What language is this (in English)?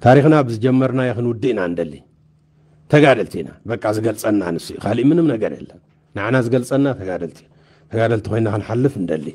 Tigrinya